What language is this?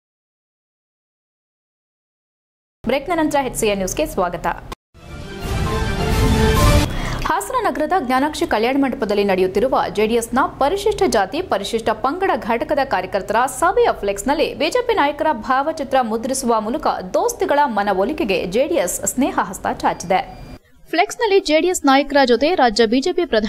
Kannada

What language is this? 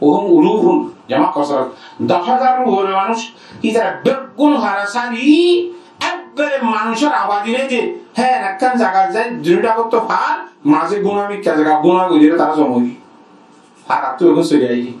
Rohingya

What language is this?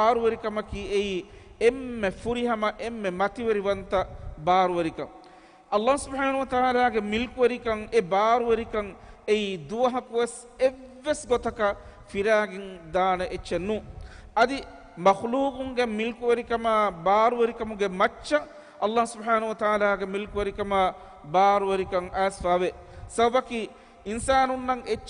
Divehi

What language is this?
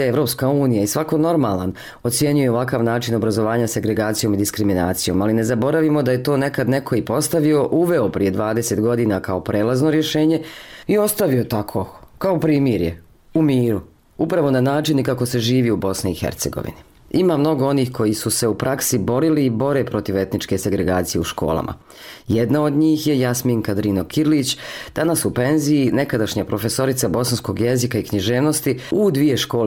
Bosnian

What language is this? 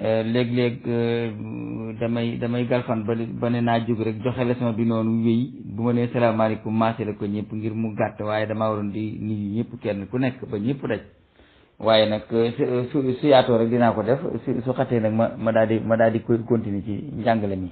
Wolof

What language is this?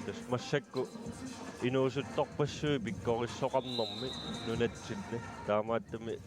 Kalaallisut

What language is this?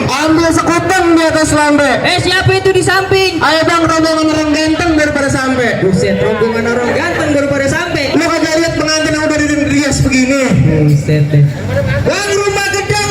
Betawi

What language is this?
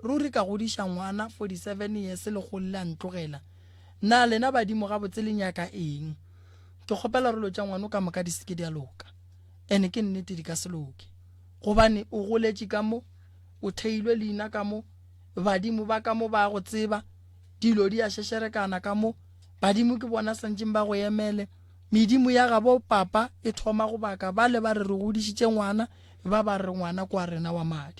Northern Sotho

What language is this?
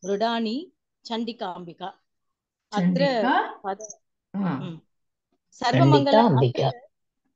Sanskrit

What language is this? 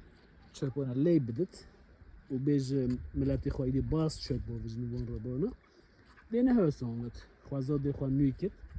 Kurdish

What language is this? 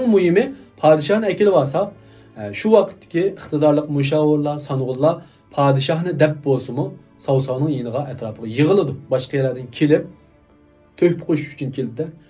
Uyghur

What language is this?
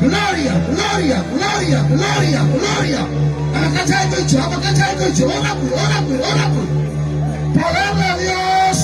Ayacucho Quechua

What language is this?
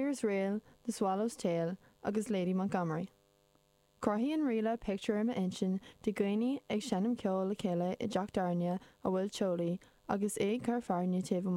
Irish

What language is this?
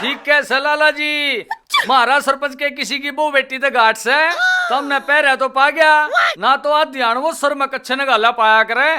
Haryanvi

